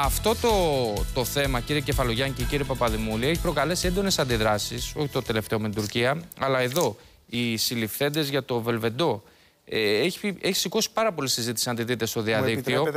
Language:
Greek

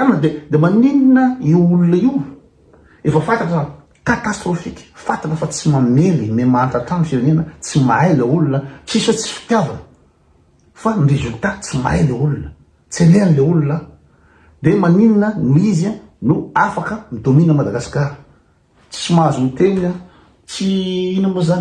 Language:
Malagasy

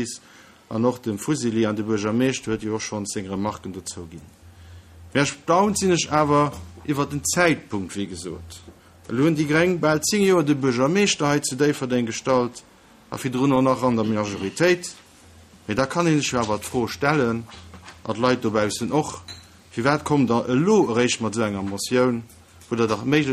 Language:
Luxembourgish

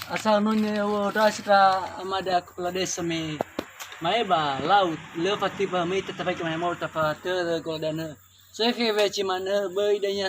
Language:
Nias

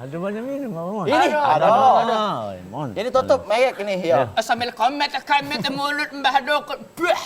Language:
Musi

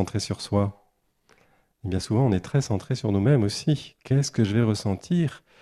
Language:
French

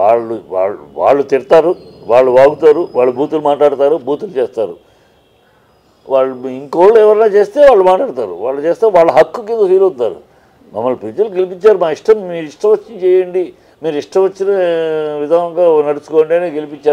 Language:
Telugu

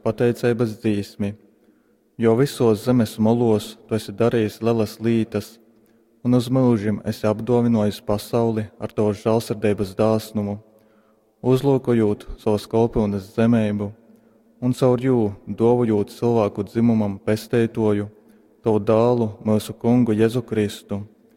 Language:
Latgalian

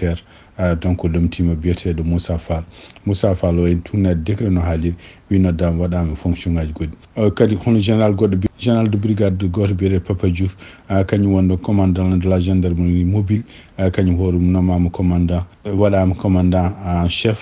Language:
Fula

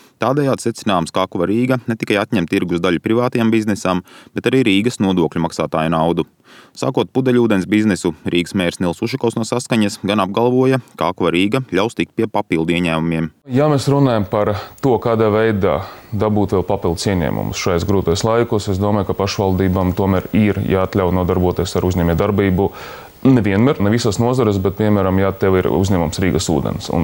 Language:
Latvian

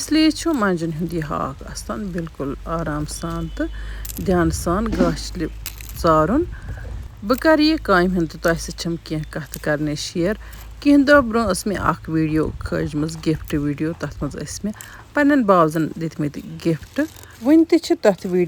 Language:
Kashmiri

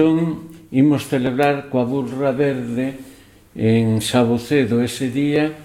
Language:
Galician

